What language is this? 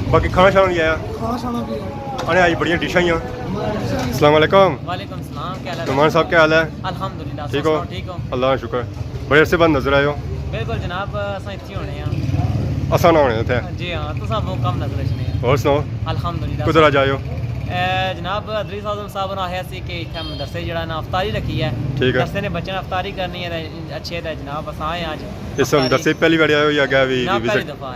Pahari-Potwari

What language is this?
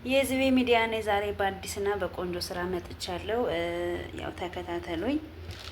Amharic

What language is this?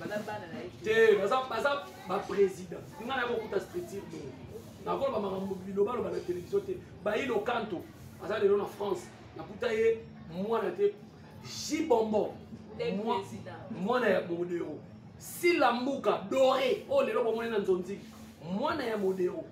Lingala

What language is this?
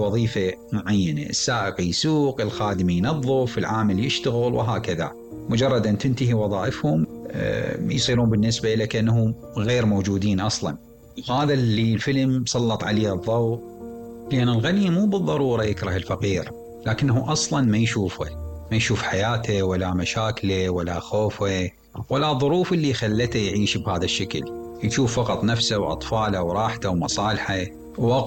Mesopotamian Arabic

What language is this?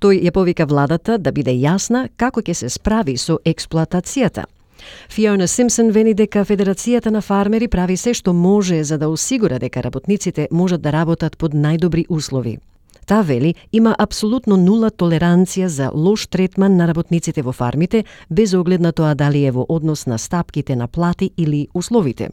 Macedonian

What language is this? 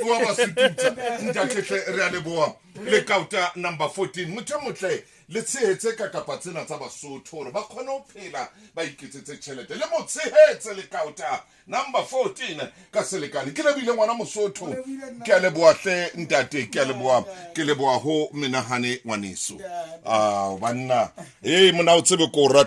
Tswana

